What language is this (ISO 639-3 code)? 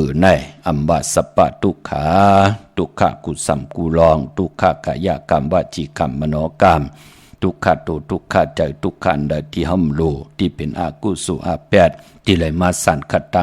shn